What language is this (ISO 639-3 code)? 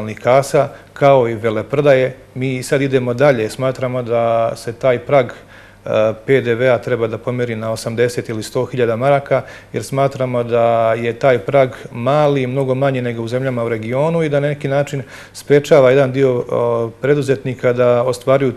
bos